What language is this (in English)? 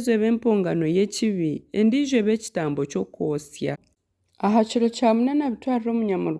Nyankole